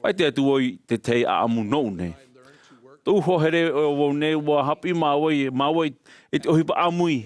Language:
Tahitian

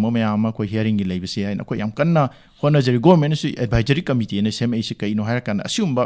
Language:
Manipuri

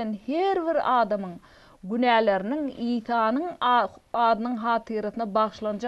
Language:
Turkmen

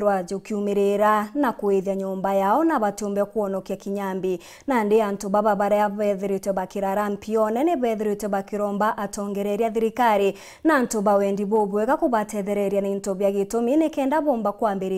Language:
Meru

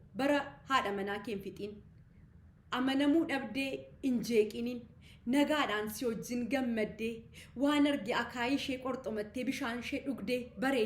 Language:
Oromo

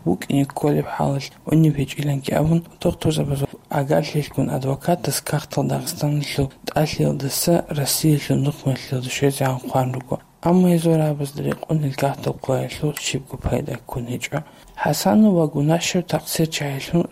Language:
Avaric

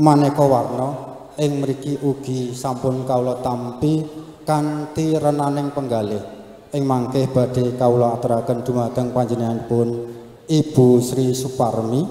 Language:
Javanese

